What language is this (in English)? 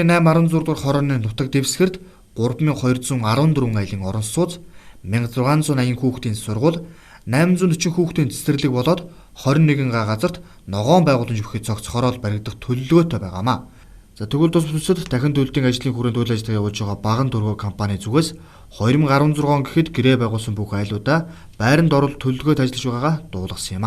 Mongolian